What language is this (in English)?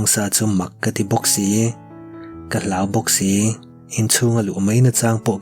Mizo